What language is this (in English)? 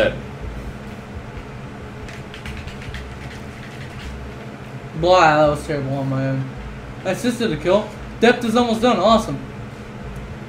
English